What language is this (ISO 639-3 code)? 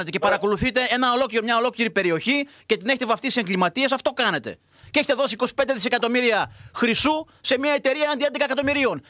ell